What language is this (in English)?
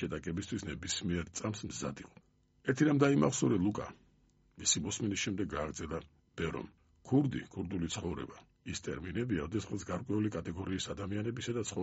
Georgian